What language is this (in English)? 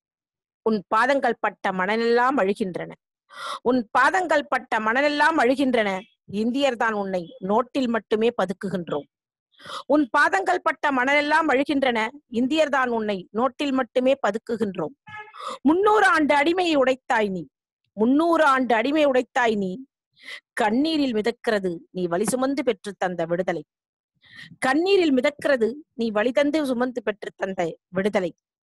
Tamil